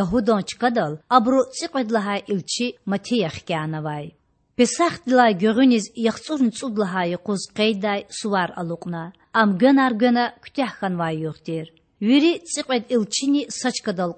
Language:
Lezghian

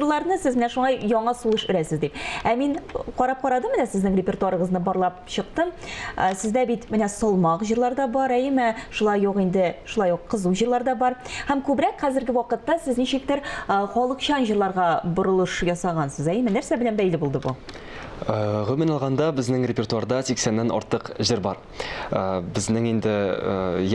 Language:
Tatar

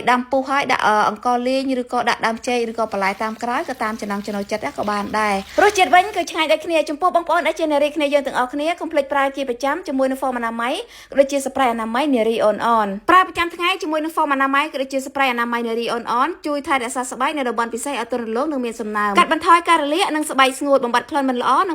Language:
Khmer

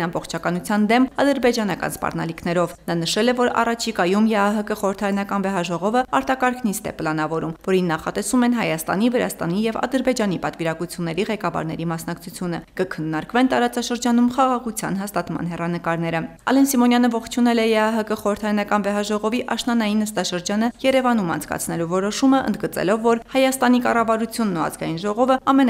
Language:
Armenian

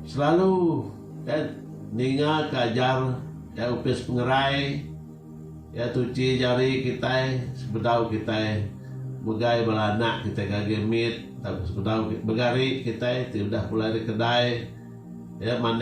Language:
Iban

